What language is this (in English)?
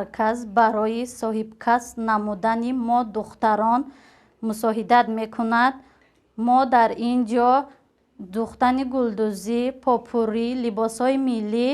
Tajik